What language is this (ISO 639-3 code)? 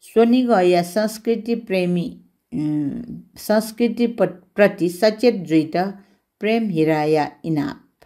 new